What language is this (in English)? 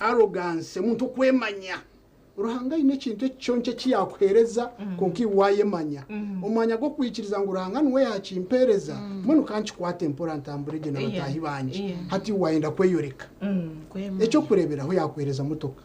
Nyankole